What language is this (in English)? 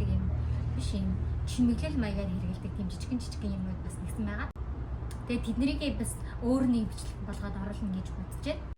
Mongolian